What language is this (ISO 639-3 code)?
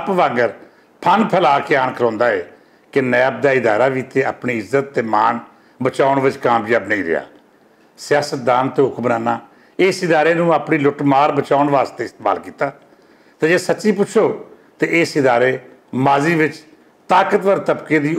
lah